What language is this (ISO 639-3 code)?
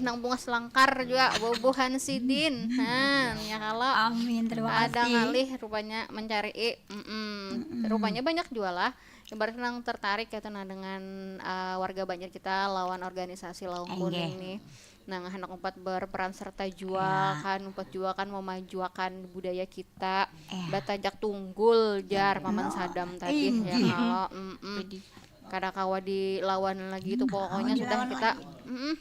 bjn